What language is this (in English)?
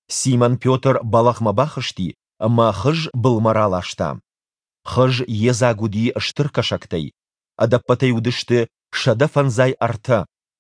Ossetic